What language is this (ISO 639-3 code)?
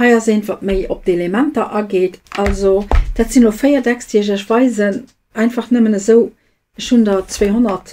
ltz